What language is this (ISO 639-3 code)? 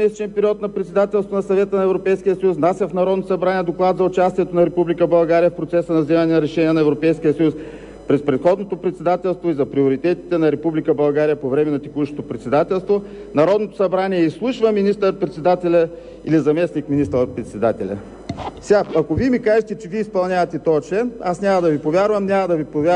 bul